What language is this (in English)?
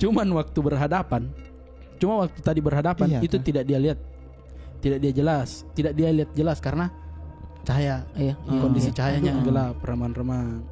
Makassar Malay